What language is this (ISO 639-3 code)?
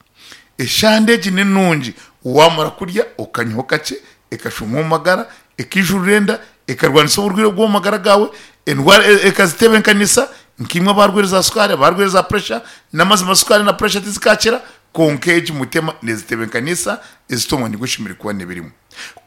nyn